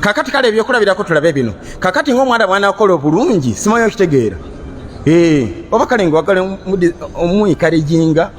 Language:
Ganda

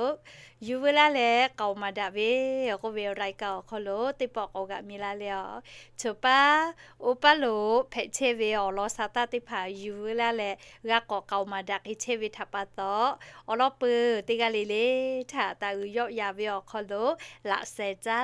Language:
Lahu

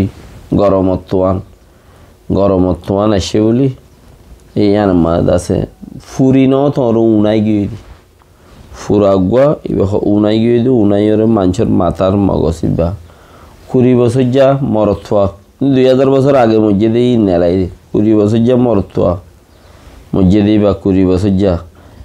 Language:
Rohingya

